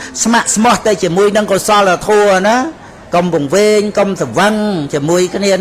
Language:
Khmer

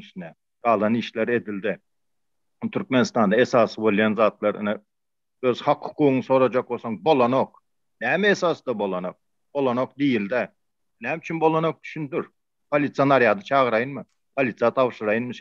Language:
Turkmen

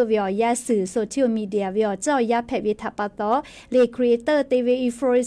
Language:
Lahu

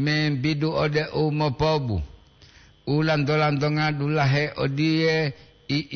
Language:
Gorontalo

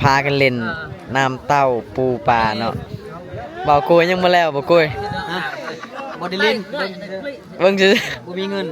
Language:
Lao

